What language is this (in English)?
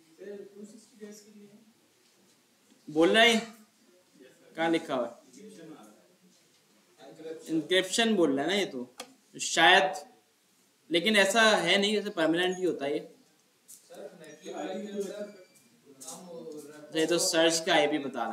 Hindi